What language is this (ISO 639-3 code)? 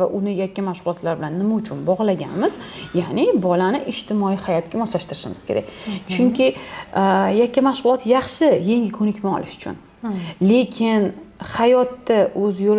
uzb